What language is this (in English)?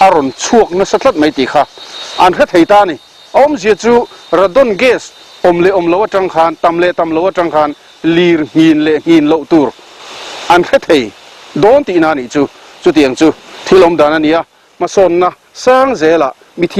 Mizo